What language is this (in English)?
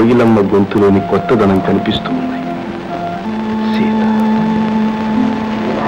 Telugu